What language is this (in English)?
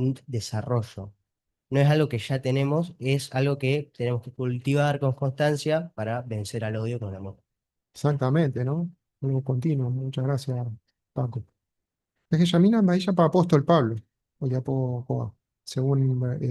Guarani